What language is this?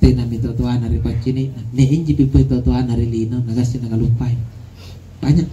Makasar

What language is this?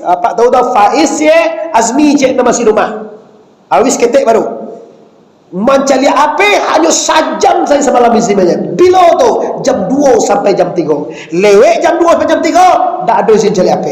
Minangkabau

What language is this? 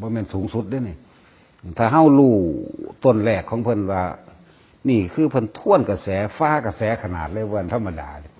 Lao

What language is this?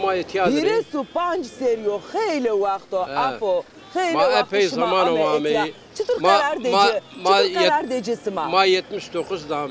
Zaza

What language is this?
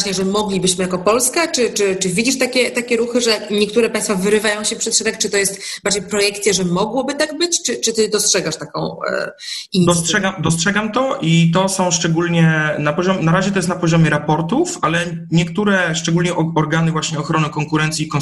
Polish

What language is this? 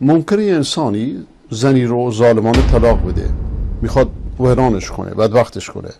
Persian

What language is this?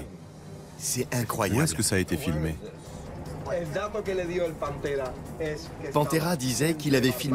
French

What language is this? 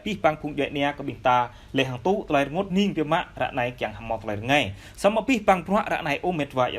Jarai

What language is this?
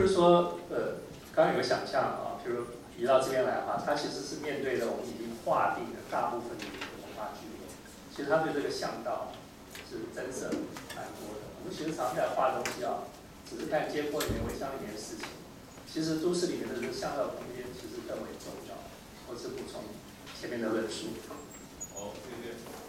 Chinese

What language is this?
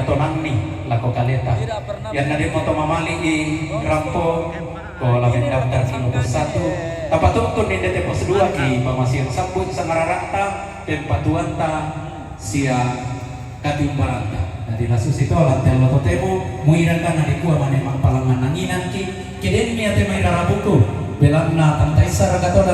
Toraja-Sa'dan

